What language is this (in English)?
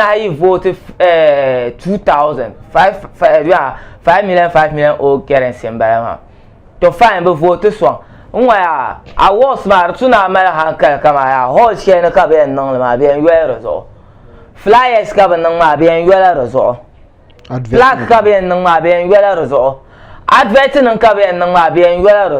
Dagbani